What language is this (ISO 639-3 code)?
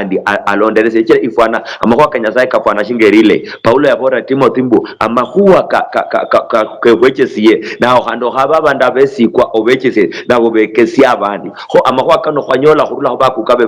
luy